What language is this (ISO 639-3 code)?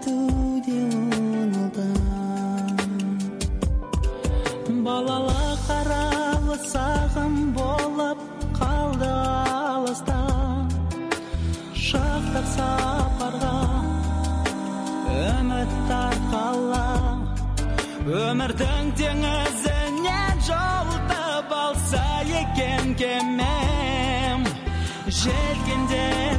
kaz